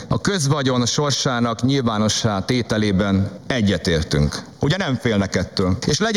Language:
Hungarian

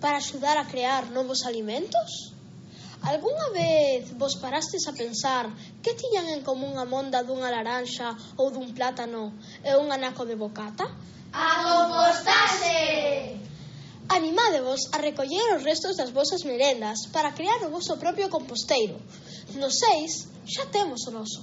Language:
Galician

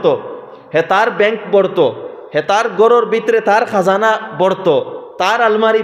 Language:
Sylheti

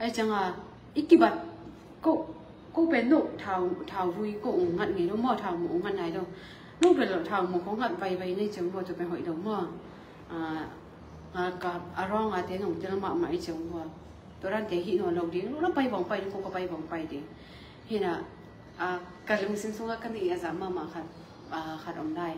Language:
Tedim Chin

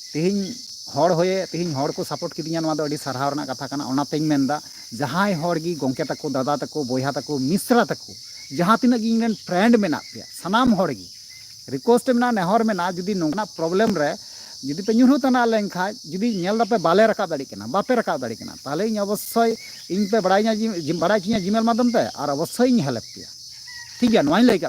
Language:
Santali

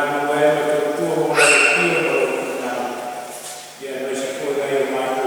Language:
Samoan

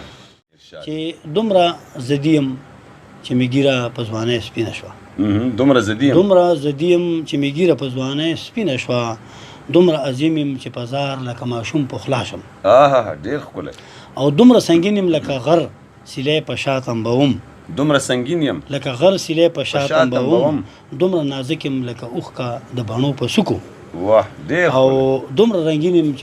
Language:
Pashto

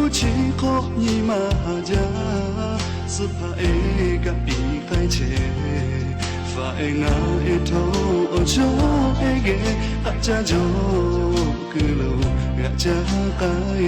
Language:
Lahu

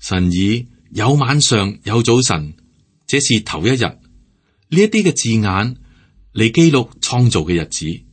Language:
Cantonese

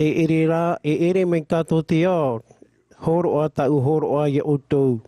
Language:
Tahitian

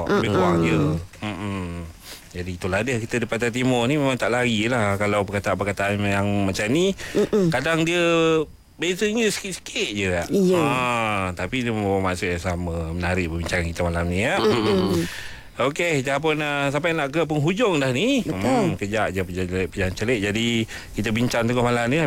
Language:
Malay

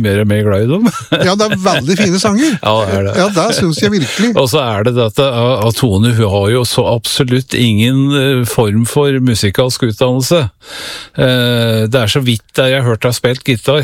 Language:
Norwegian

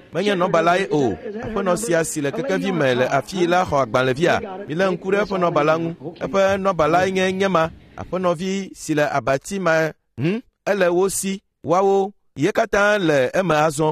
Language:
Ewe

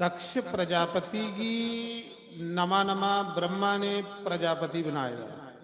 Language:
Dogri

